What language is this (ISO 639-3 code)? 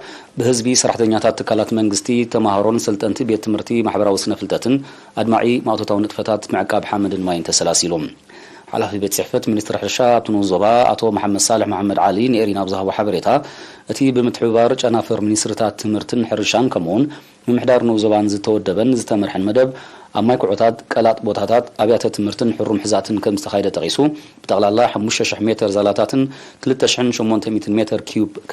tir